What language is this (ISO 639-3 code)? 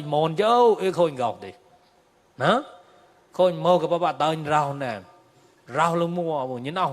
mnw